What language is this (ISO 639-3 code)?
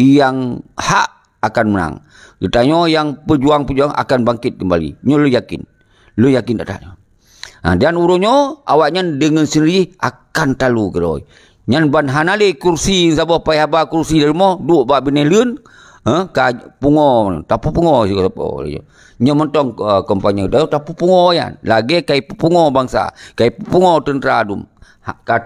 ace